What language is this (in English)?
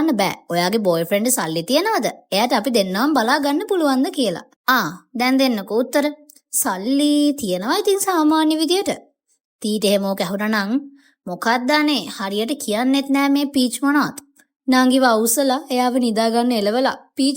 Sinhala